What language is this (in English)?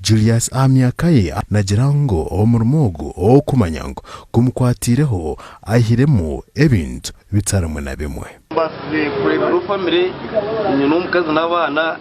Nyankole